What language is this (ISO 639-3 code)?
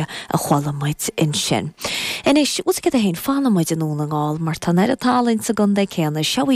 gle